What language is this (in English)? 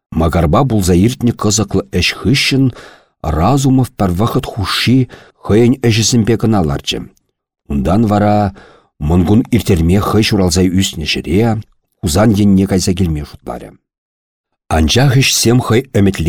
Chuvash